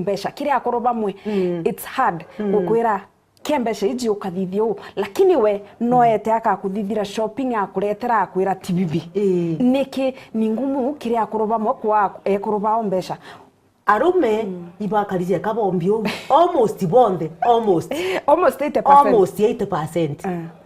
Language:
Meru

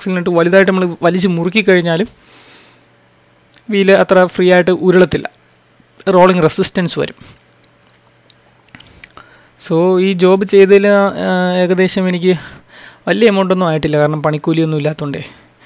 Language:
Malayalam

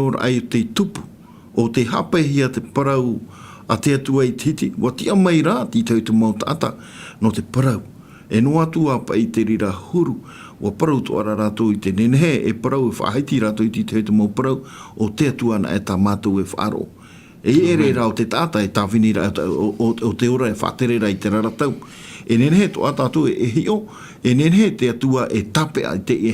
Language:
Tahitian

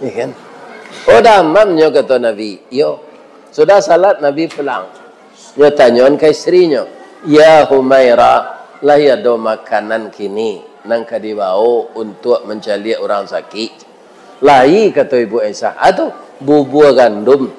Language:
Minangkabau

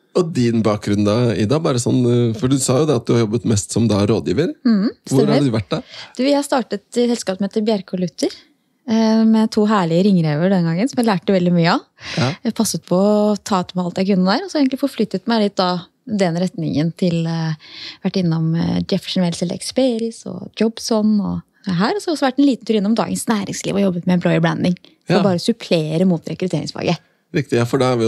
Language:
Norwegian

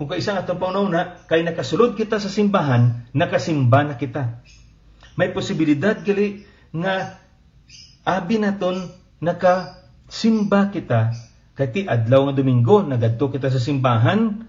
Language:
Hiligaynon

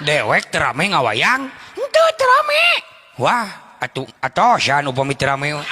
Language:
Sundanese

